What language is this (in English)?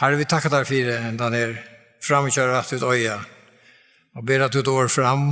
Faroese